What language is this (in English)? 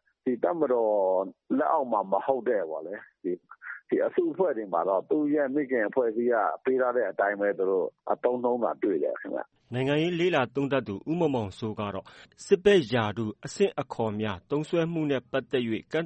Burmese